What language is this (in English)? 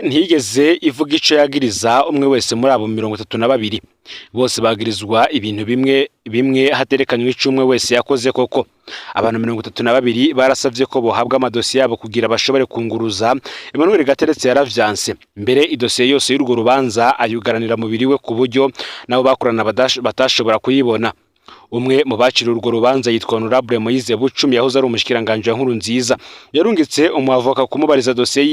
Rundi